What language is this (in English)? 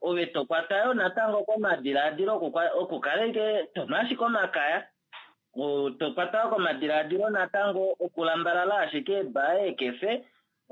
Kuanyama